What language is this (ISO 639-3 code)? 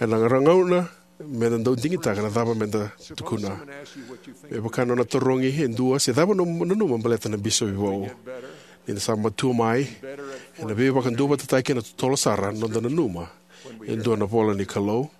fij